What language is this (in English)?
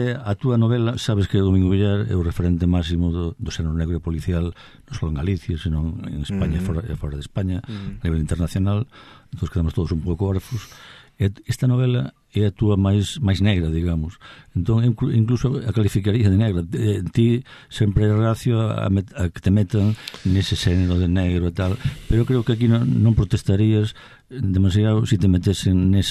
Galician